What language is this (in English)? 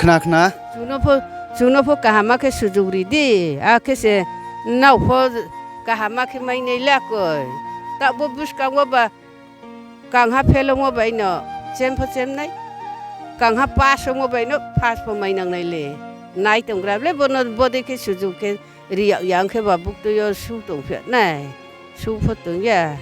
Riang (India)